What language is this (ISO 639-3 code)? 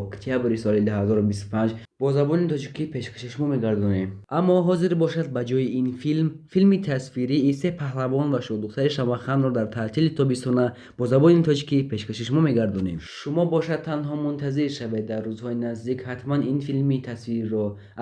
tgk